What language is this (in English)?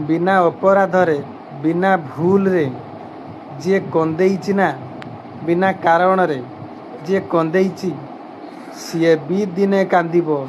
Odia